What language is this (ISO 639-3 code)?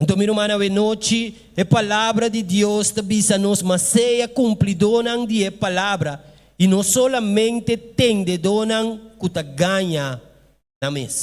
pap